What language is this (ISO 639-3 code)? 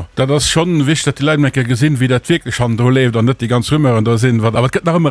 ltz